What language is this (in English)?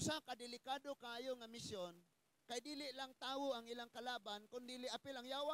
Cebuano